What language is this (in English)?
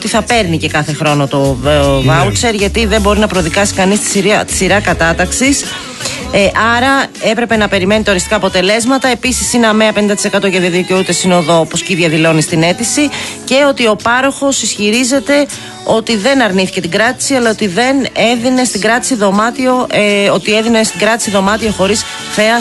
Greek